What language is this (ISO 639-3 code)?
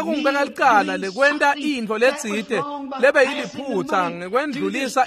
ssw